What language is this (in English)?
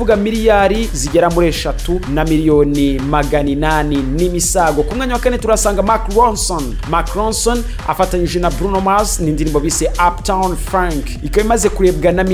Kinyarwanda